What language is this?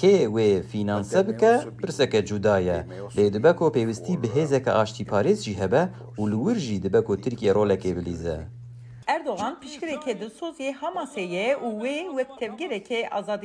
Kurdish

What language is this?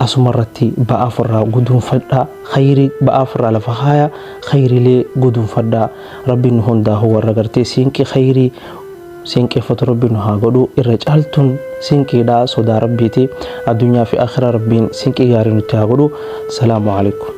Oromo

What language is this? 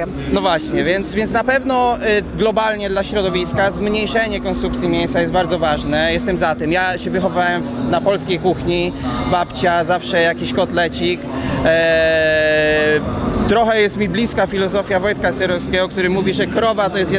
Polish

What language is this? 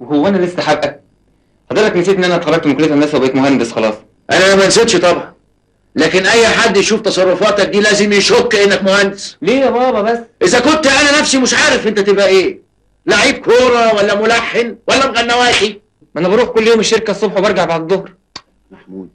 Egyptian Arabic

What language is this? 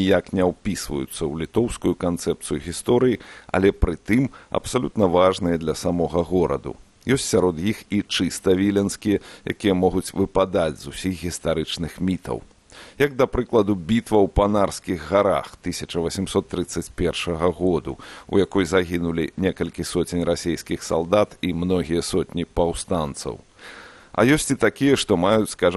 Belarusian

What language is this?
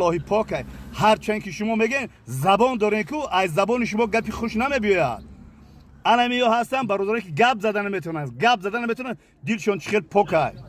Tajik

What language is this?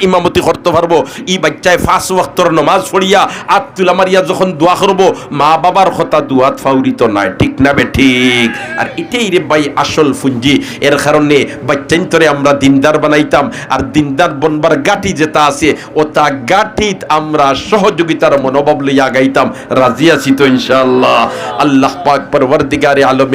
Sylheti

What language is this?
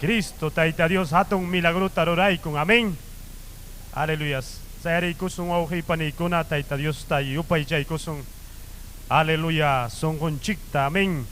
Ayacucho Quechua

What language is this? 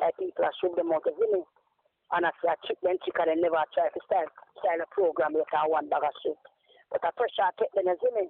Jamaican Creole English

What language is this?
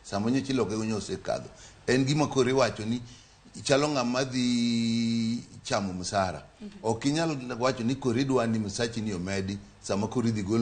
Luo (Kenya and Tanzania)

